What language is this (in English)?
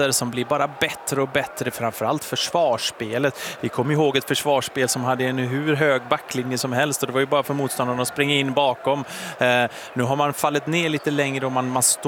Swedish